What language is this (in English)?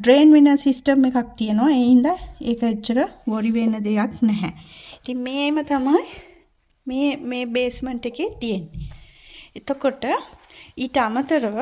Sinhala